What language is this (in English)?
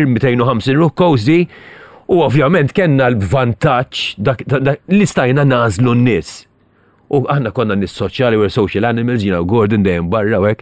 Maltese